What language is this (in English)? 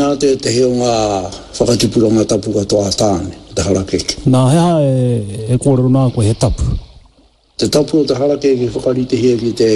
Māori